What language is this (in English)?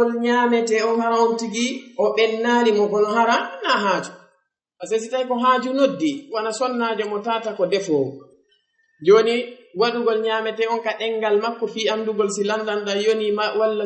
Fula